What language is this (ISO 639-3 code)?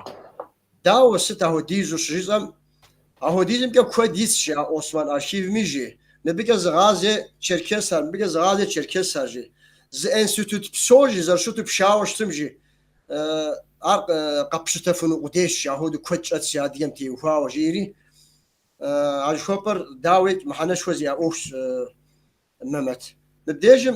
kbd